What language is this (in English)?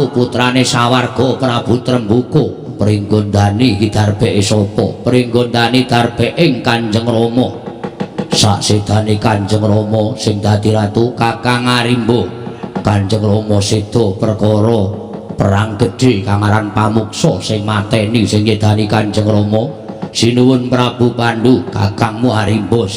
Javanese